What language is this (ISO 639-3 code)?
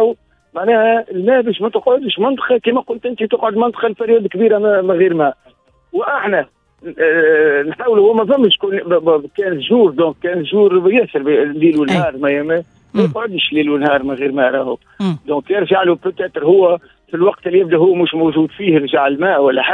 aeb